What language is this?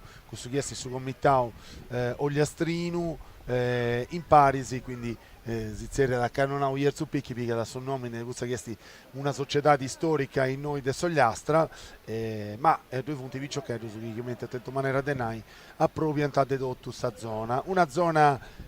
Sardinian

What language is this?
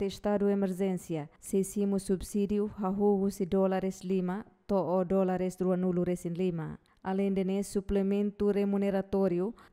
Tetum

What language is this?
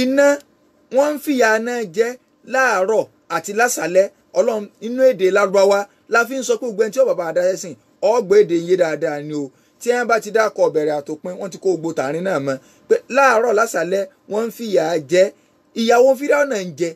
Yoruba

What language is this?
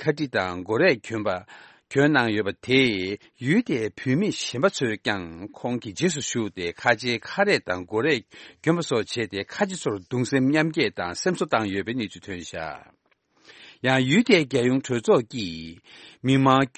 Tibetan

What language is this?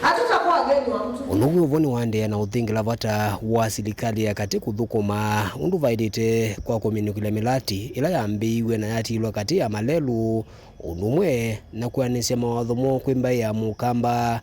Kamba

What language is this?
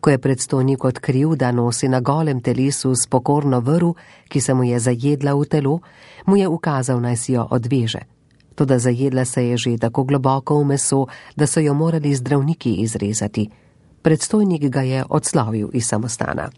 Slovenian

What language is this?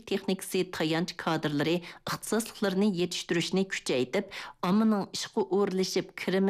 Uyghur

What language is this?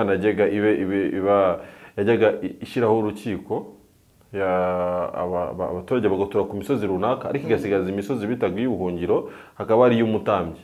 Kinyarwanda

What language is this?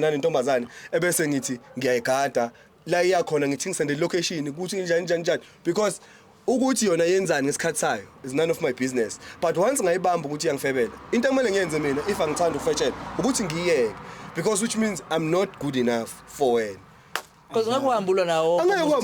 Zulu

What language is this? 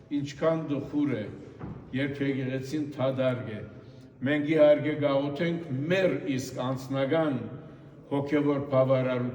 Western Armenian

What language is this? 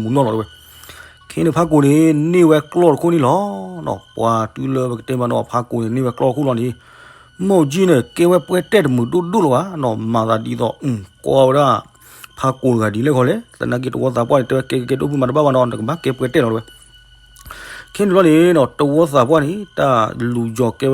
S'gaw Karen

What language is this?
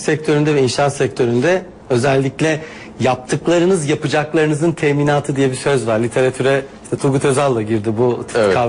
Turkish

